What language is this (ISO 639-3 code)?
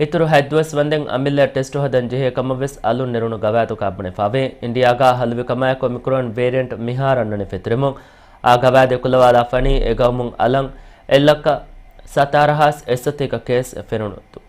div